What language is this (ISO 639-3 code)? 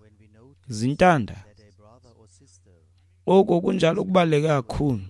xho